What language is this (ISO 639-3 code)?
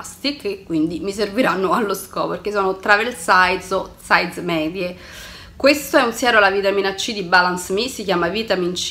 ita